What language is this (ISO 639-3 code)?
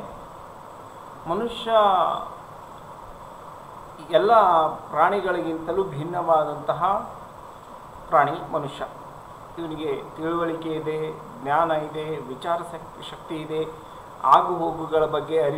kan